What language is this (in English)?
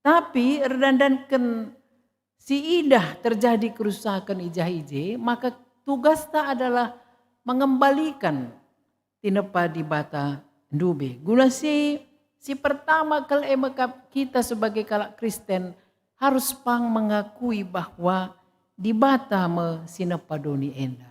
Batak Karo